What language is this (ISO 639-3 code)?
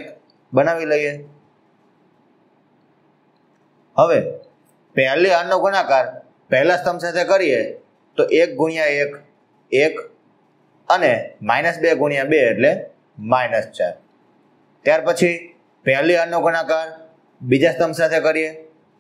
guj